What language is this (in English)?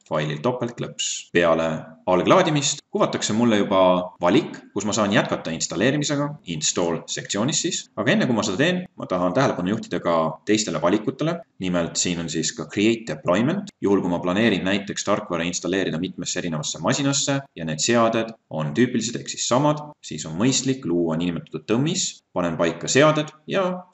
Estonian